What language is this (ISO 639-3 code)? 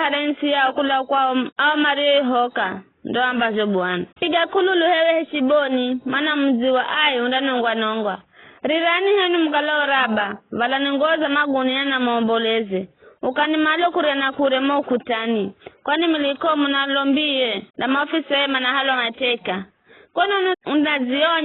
nyf